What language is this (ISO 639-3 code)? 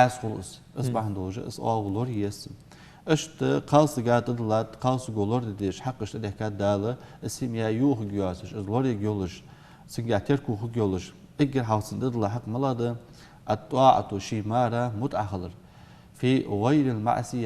inh